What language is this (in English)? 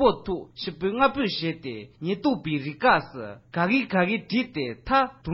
Tibetan